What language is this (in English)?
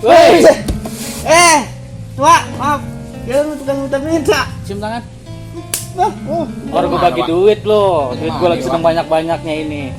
Betawi